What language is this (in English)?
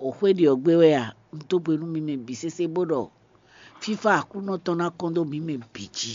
Fon